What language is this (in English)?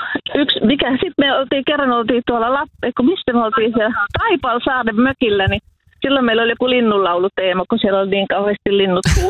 Finnish